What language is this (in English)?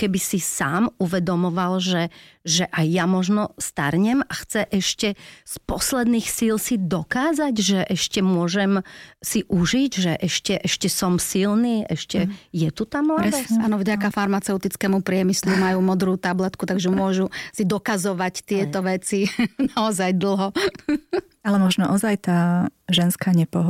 Slovak